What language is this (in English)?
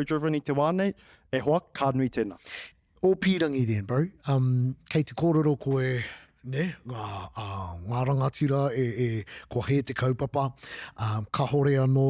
Māori